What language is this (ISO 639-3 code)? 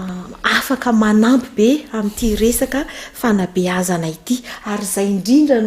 mlg